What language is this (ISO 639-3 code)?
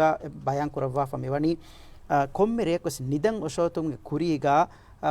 div